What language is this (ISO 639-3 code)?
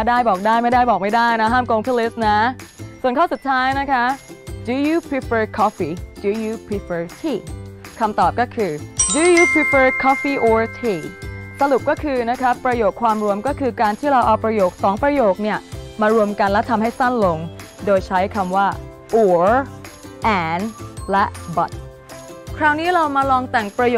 tha